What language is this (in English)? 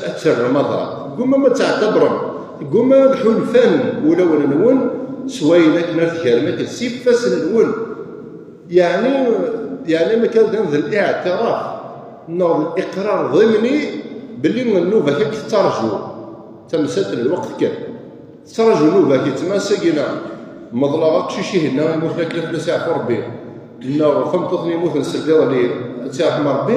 Kabyle